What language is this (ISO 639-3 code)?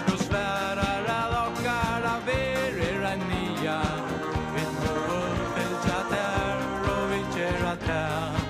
fao